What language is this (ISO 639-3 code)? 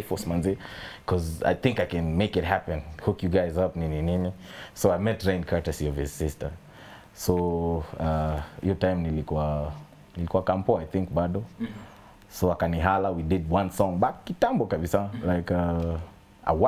swa